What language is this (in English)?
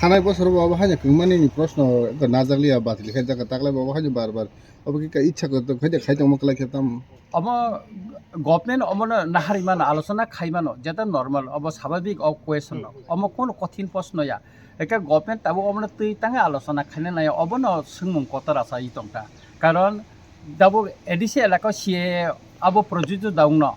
Kok Borok